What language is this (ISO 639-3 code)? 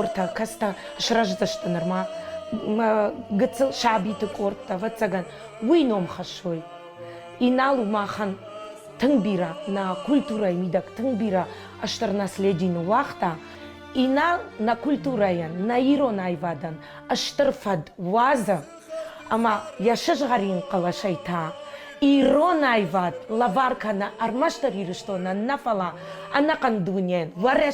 oss